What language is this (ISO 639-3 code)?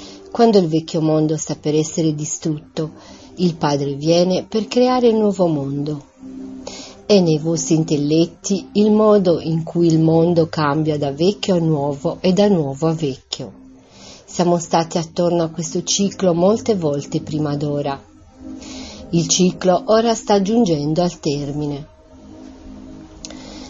ita